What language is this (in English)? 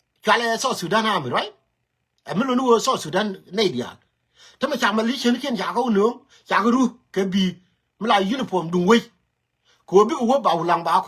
Nuer